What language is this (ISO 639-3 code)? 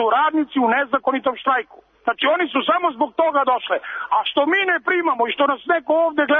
srp